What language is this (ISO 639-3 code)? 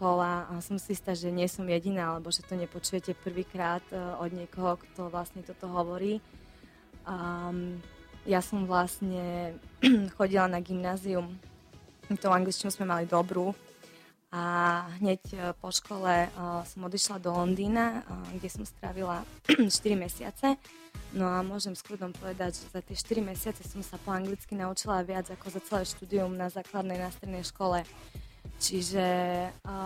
slk